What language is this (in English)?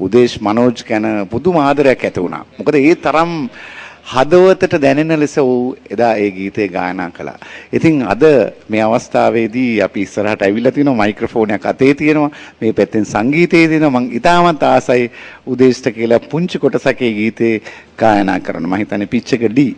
Sinhala